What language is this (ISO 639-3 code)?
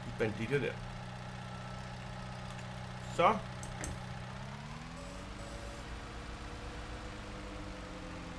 dan